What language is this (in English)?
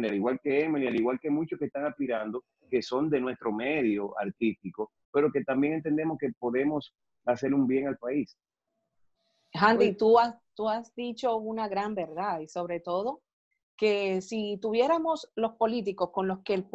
Spanish